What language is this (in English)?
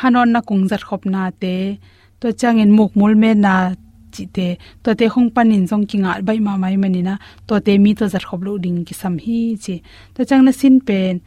Tedim Chin